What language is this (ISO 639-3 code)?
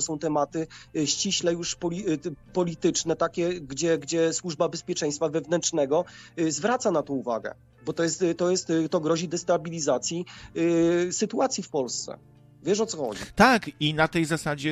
pol